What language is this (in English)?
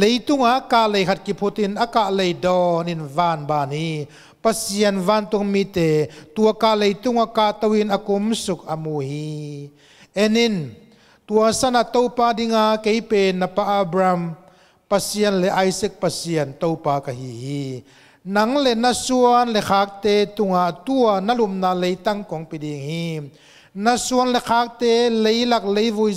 Tedim Chin